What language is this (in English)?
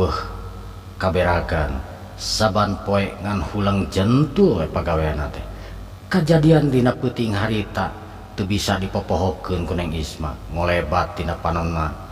Sundanese